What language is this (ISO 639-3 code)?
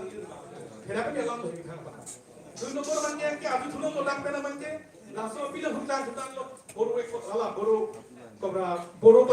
mjw